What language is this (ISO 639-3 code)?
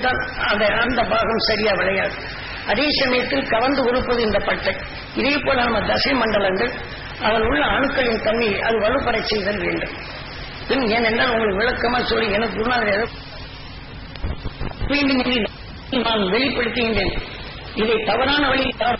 tam